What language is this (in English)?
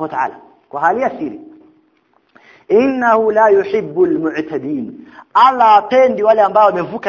Swahili